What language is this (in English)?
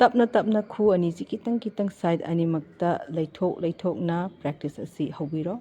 Manipuri